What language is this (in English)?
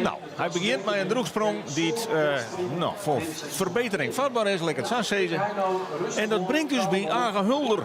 Western Frisian